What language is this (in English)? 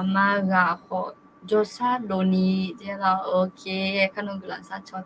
Akha